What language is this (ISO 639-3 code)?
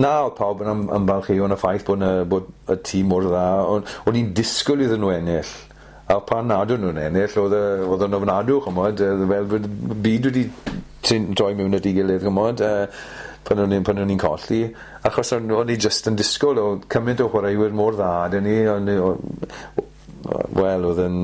cym